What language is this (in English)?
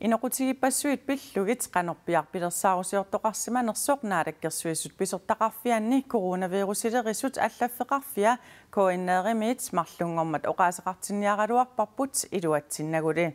Kalaallisut